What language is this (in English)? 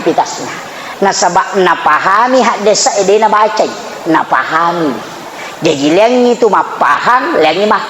Buginese